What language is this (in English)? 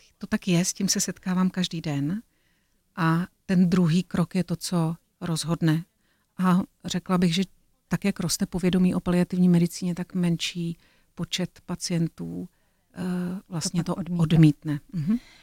Czech